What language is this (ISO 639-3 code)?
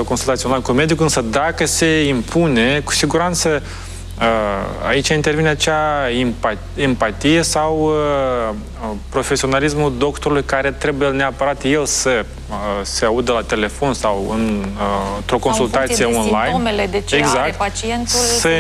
ron